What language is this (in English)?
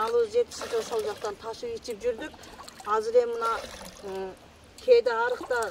Kyrgyz